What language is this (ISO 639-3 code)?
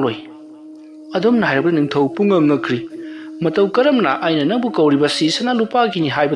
mni